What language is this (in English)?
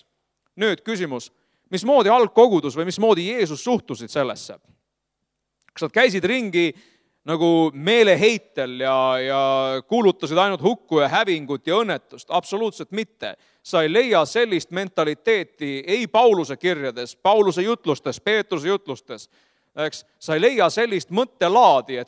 Estonian